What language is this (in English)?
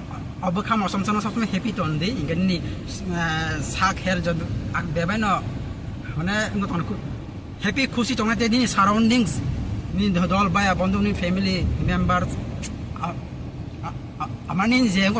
Kok Borok